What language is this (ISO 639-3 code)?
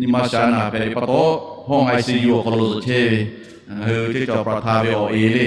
lhu